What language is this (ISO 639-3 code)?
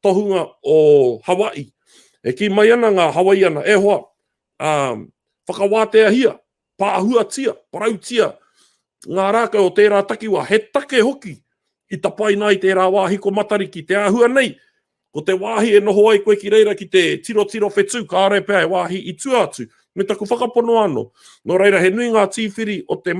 mri